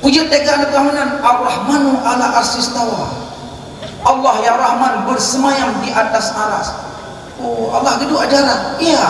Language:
Achinese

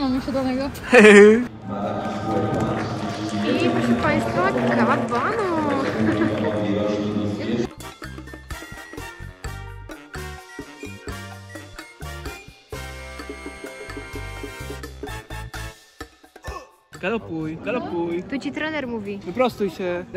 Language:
Polish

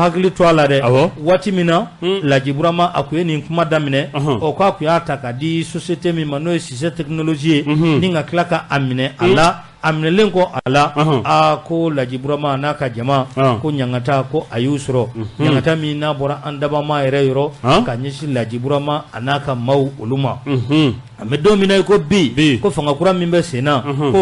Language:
Bambara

